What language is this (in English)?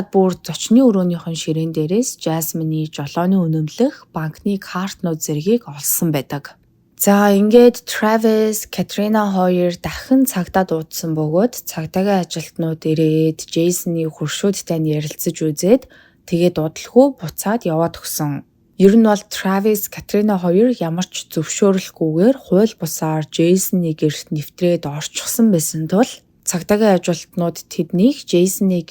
Mongolian